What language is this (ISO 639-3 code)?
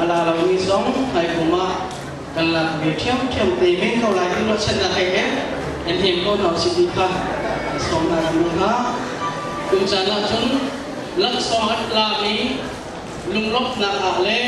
cnh